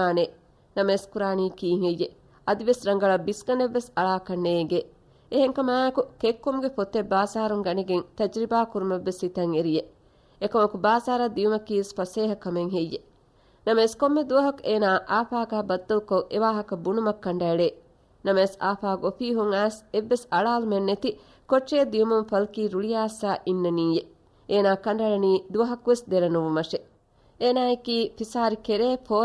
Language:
Divehi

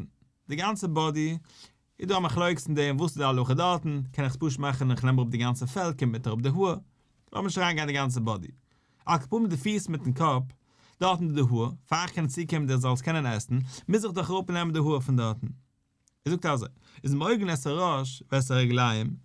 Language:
Yiddish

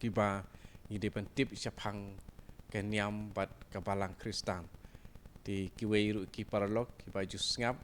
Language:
Khasi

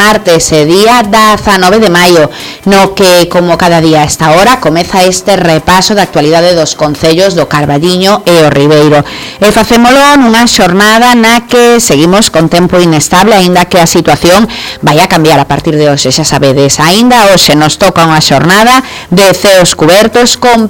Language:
Galician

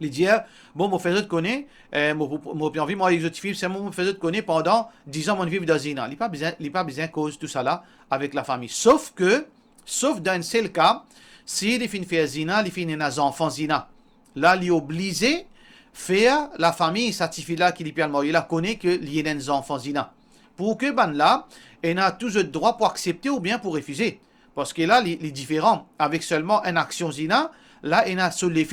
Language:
Morisyen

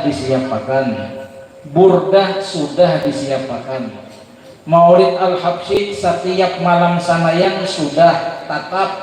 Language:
Banjar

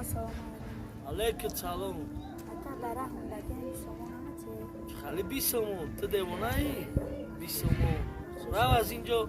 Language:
Tajik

